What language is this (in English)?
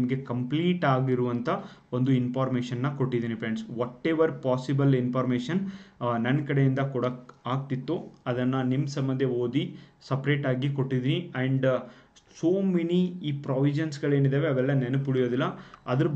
Kannada